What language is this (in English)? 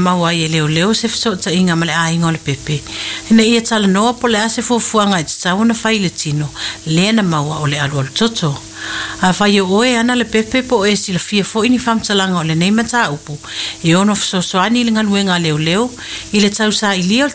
Samoan